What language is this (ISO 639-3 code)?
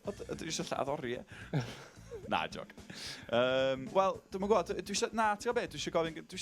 cym